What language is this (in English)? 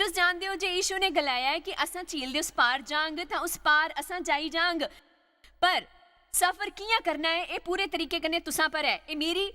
Dogri